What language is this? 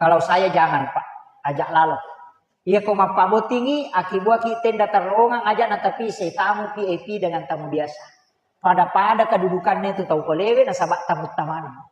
Buginese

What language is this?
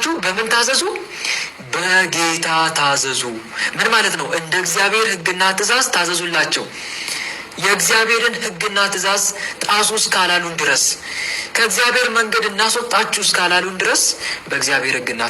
Amharic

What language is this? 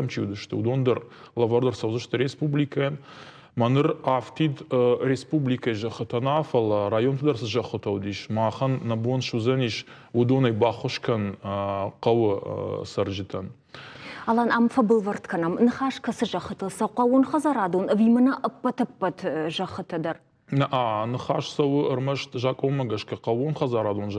Ossetic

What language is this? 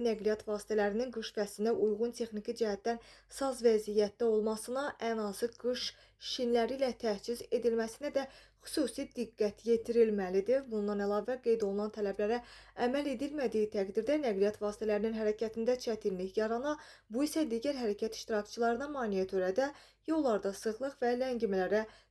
Azerbaijani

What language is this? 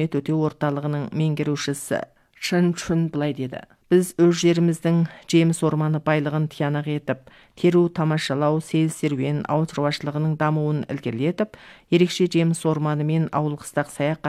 Kazakh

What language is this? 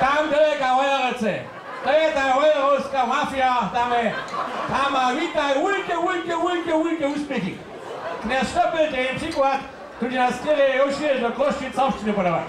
Upper Sorbian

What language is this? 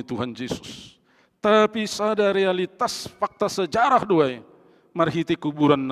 Batak Simalungun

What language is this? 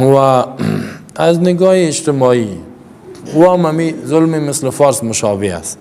Persian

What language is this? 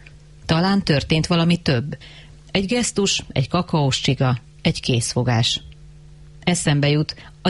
Hungarian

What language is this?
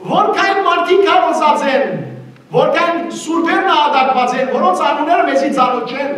Western Armenian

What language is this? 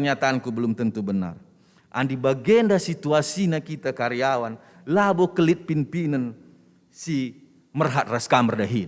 Batak Karo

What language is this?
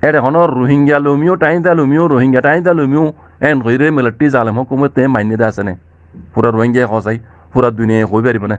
Rohingya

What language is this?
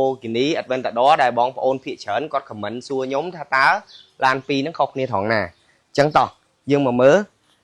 Khmer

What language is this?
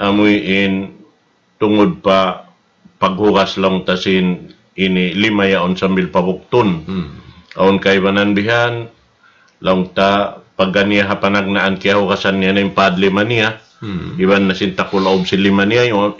Tausug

